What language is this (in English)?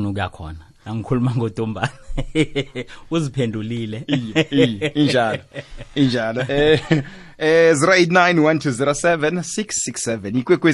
South Ndebele